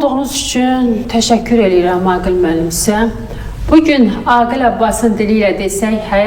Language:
Azerbaijani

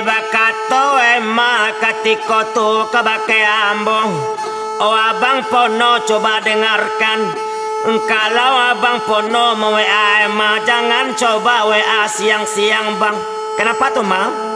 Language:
Minangkabau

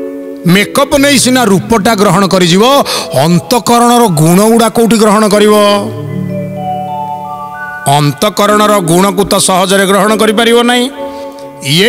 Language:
Odia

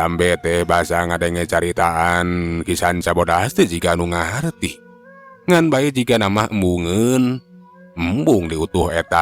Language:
Sundanese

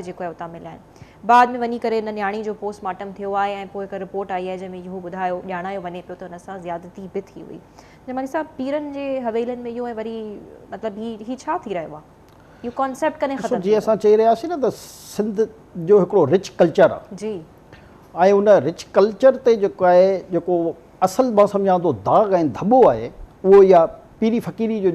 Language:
Sindhi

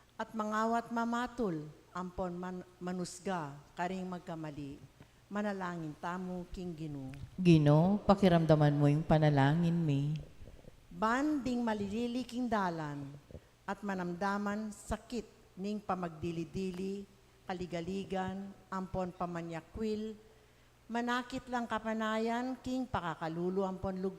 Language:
Pampanga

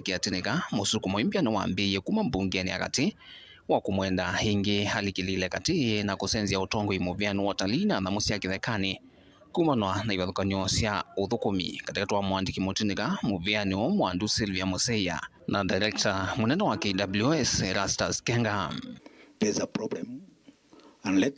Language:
Kamba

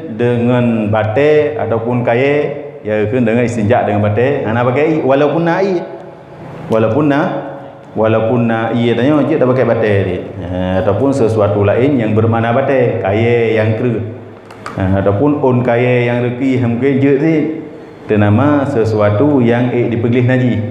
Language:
Achinese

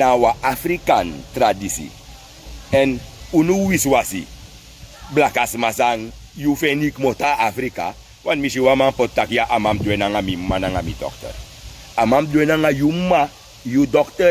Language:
Sranan Tongo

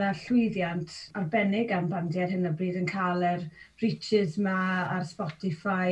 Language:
Welsh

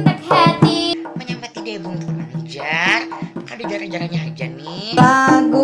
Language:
Banjar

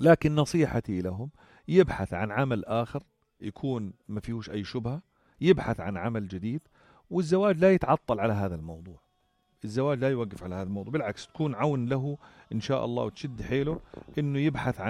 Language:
North Levantine Arabic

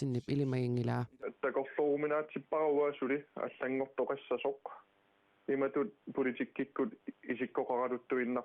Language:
Kalaallisut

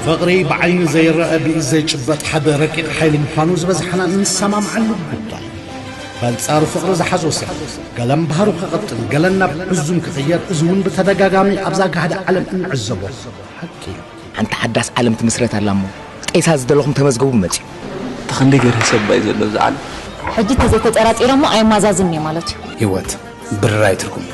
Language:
Tigrinya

